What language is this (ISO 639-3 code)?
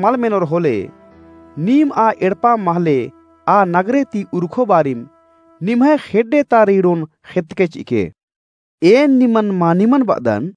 kru